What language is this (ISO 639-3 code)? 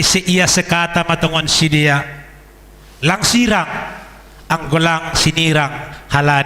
bts